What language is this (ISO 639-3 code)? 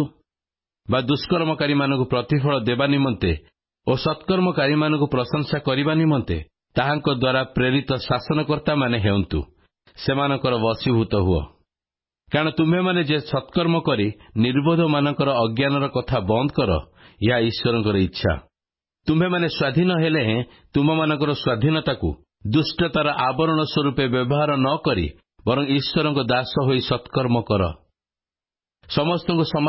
ori